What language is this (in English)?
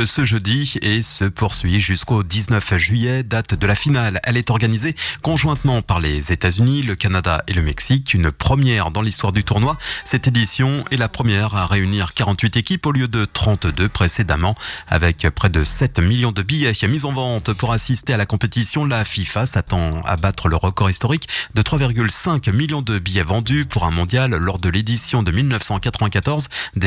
French